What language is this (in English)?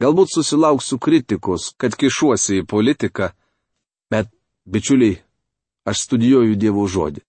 Lithuanian